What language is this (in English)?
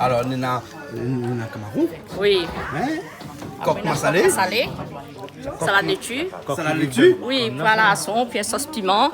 Réunion Creole French